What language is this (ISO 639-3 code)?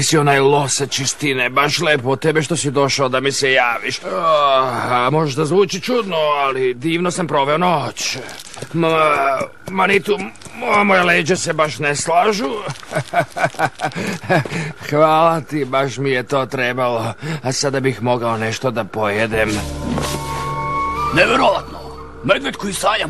srp